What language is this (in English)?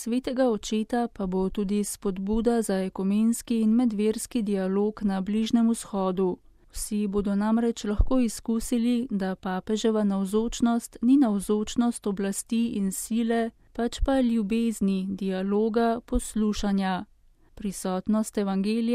Slovenian